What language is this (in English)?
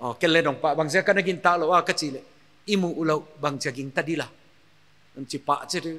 Paite Chin